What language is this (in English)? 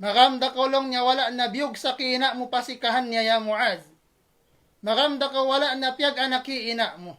Tausug